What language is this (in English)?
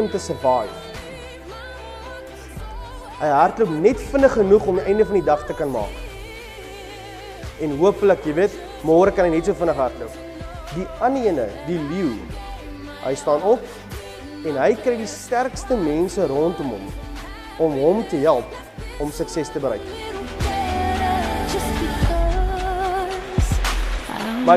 Afrikaans